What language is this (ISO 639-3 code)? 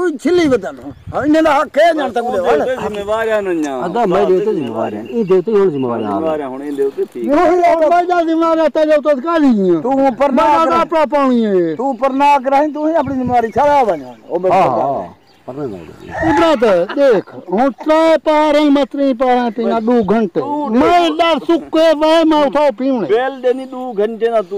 skr